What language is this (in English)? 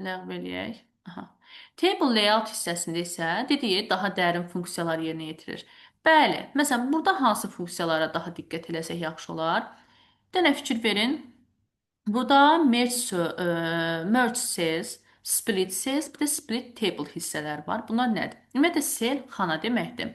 Azerbaijani